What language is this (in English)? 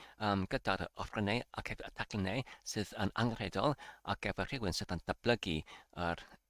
Welsh